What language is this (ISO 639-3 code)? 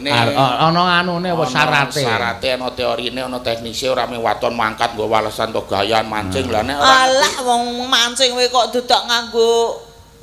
jav